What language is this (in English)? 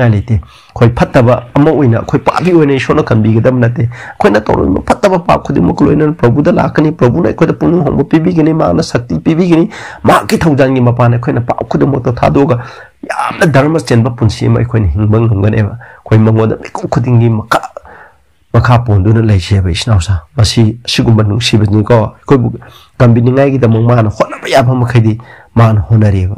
Manipuri